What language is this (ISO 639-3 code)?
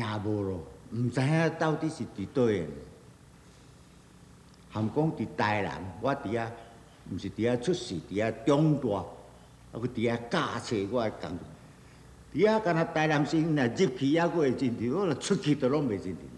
nan